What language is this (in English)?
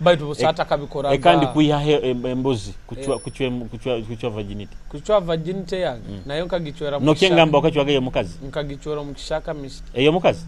Nyoro